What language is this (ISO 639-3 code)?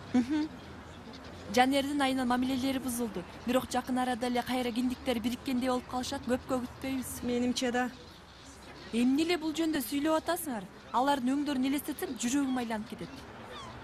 kir